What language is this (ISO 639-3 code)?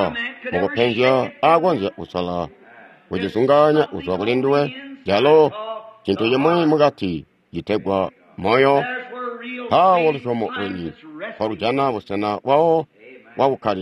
toi